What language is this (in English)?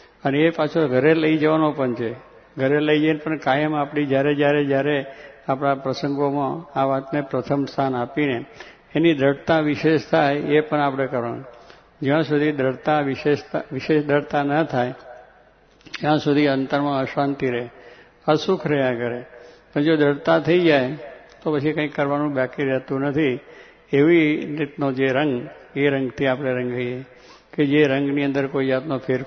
Gujarati